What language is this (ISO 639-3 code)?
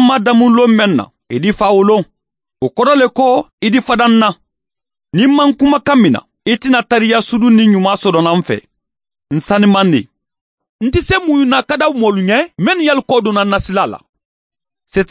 man